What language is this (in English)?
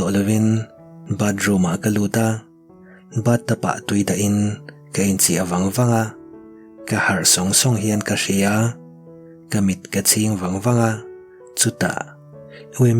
Mizo